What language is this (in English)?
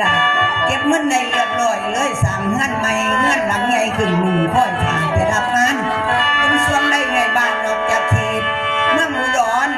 Northeastern Thai